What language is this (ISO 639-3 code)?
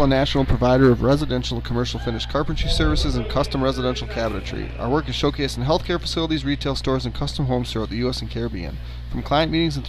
eng